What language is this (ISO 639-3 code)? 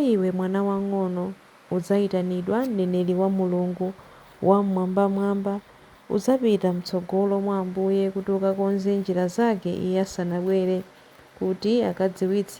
nya